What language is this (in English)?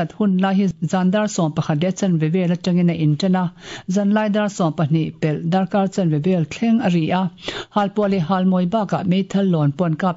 Mizo